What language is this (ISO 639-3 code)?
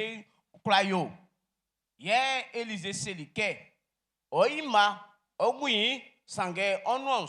bci